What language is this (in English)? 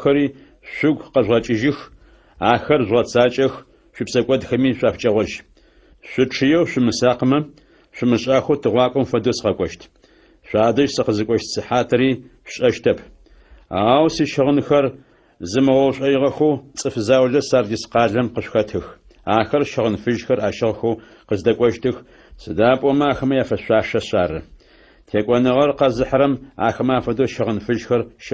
Adyghe